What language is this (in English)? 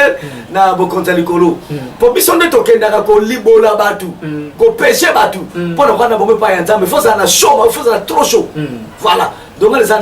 Lingala